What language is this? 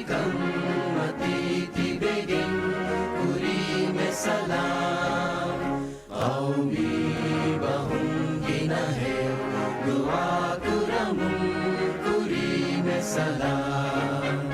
Divehi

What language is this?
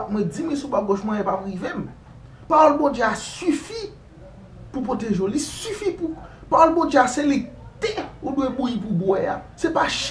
Haitian Creole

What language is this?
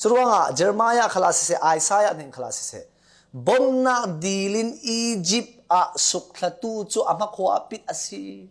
Falam Chin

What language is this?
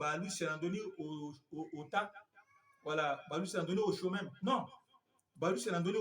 Sango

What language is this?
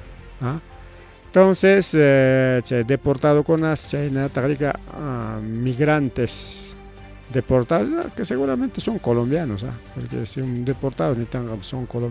Ayacucho Quechua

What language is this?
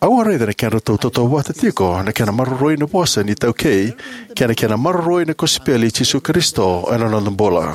Fijian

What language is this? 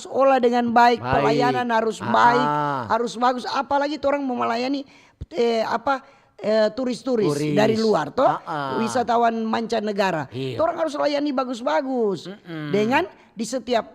Manado Malay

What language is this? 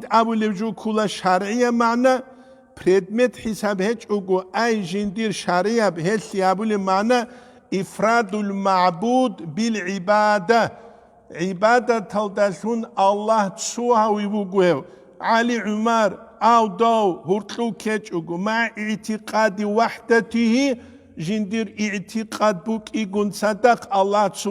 Avaric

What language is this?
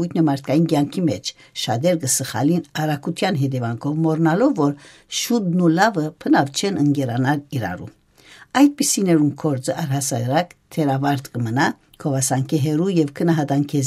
Armenian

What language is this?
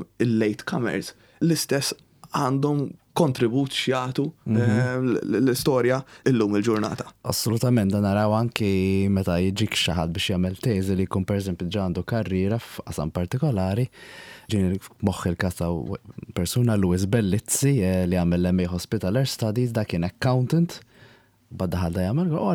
Maltese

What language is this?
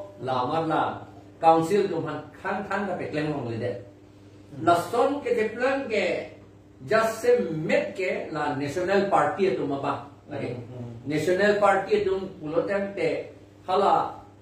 Karbi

